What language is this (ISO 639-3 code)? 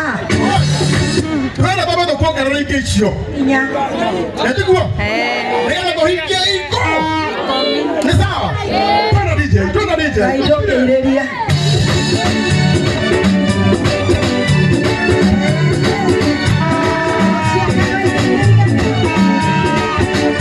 kik